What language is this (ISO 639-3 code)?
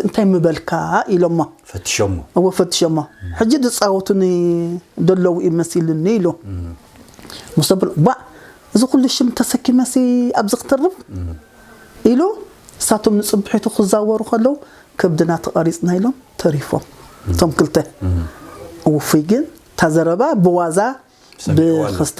tir